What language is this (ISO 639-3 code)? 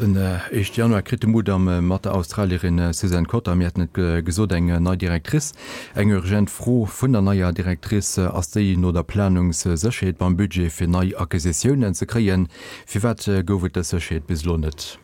ltz